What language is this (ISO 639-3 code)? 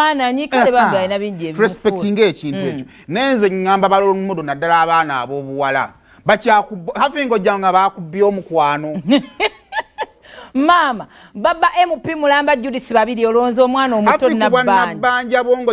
lug